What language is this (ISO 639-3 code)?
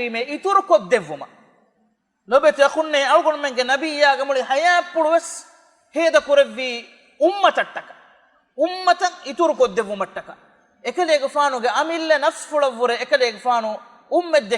div